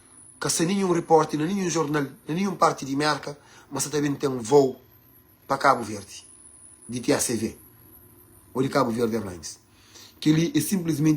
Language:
Kabuverdianu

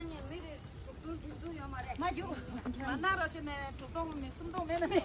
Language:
Tibetan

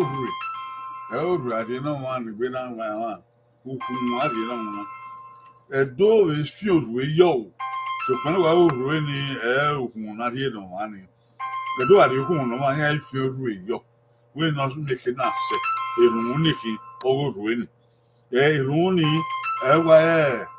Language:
Bini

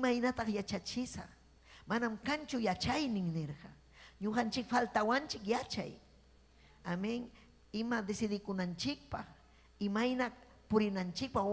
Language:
Ayacucho Quechua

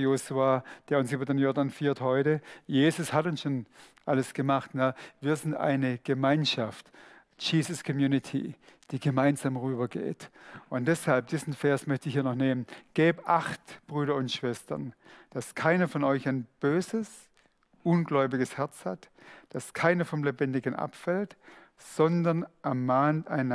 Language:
Swiss German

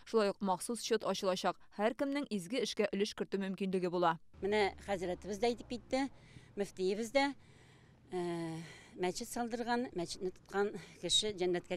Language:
Tatar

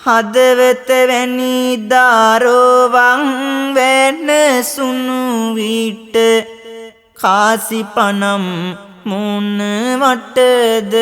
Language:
Sinhala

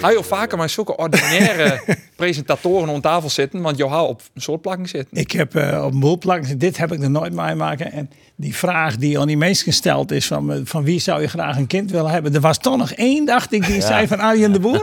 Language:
Western Frisian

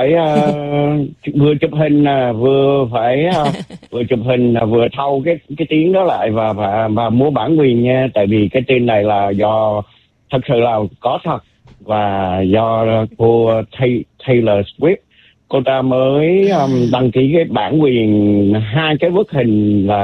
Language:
Vietnamese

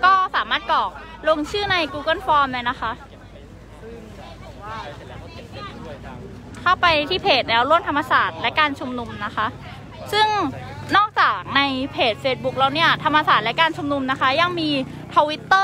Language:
Thai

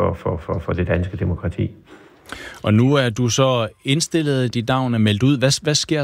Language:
Danish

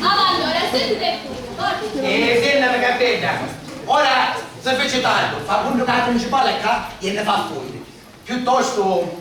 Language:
Sicilian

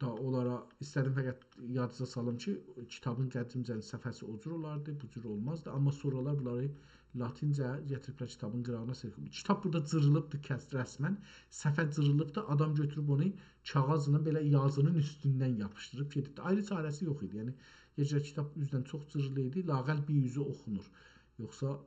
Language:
South Azerbaijani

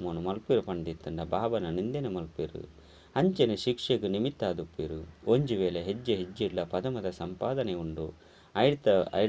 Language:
Tulu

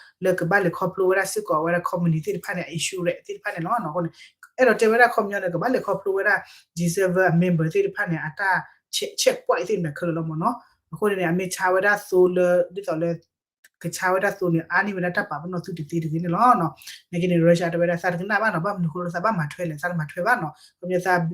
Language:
S'gaw Karen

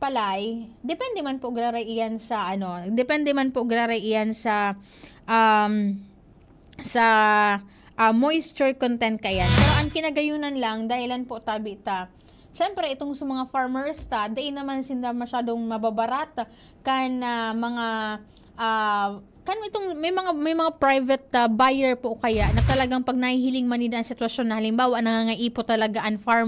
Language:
Bikol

